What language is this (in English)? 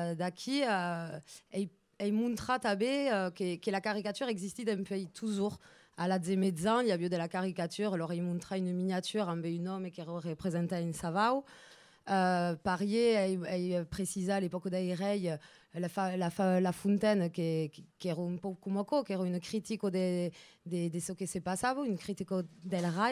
Occitan